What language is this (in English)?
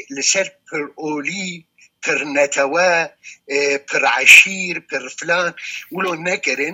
Kurdish